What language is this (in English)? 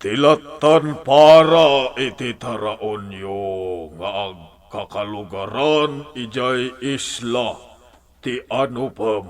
Iloko